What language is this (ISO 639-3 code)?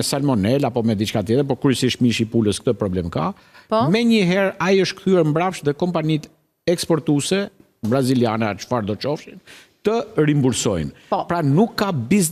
sqi